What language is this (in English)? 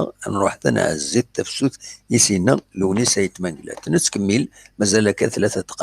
Kabyle